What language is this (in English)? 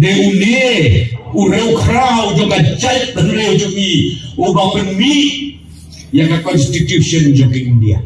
Khasi